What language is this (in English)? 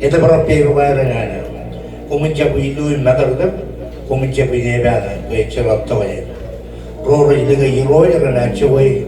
Marshallese